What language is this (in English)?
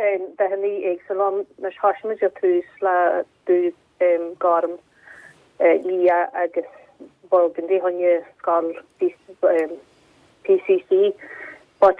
Irish